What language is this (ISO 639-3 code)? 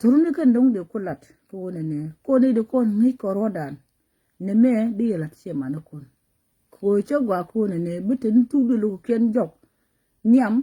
nus